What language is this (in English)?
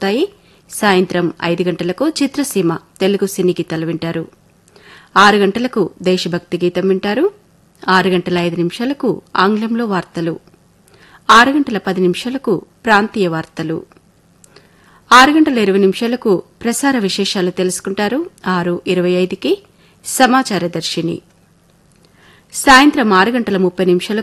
Telugu